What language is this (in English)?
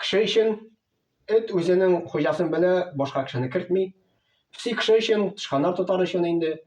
Tatar